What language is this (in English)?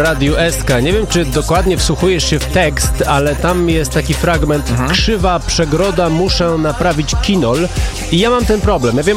Polish